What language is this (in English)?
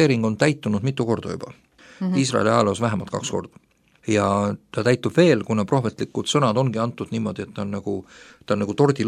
Estonian